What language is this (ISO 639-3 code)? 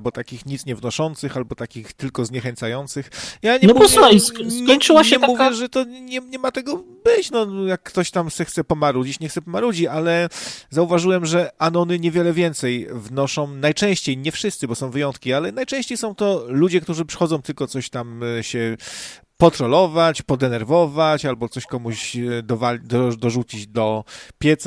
pol